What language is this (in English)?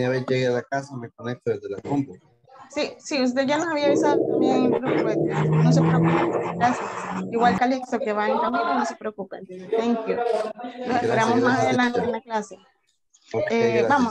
Spanish